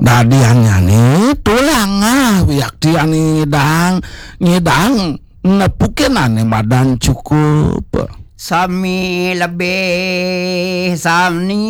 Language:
Balinese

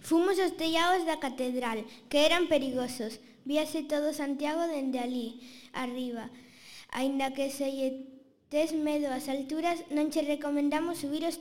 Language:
Galician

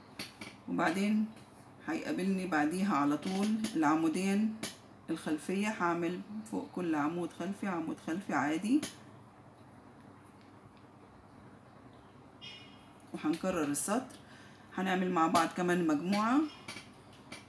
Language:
Egyptian Arabic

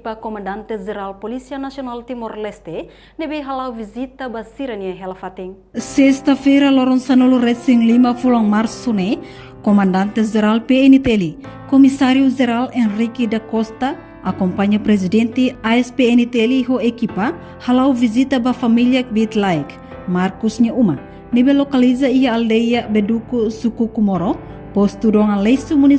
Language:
Tetum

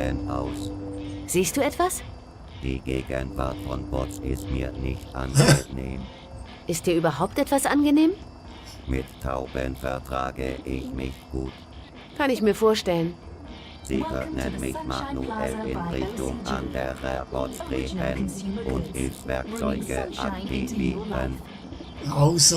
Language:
Swiss German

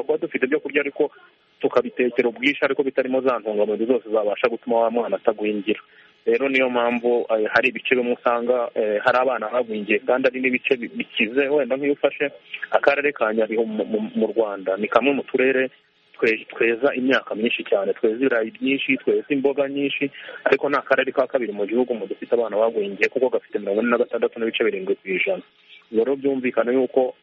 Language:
Kinyarwanda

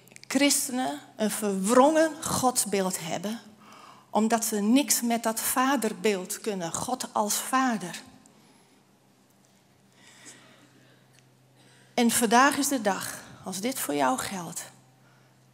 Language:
Dutch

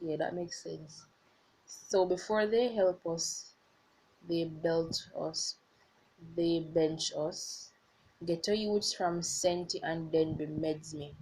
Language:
Jamaican Creole English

